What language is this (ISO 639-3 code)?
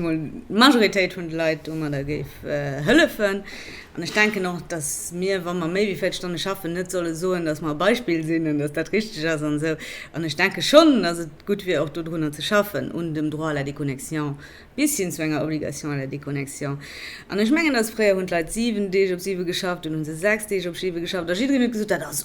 ltz